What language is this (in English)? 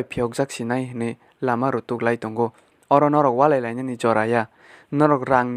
Kok Borok